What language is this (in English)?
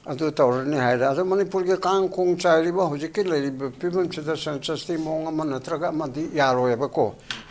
Manipuri